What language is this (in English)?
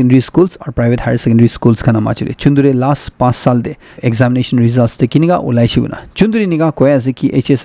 Naga Pidgin